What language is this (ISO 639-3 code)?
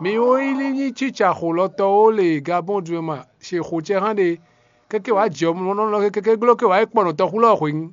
fon